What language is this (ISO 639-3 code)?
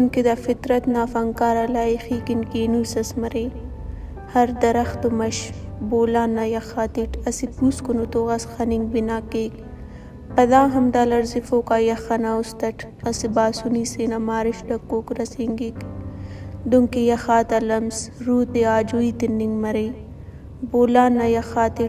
brh